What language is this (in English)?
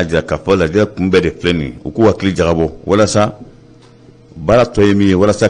Bambara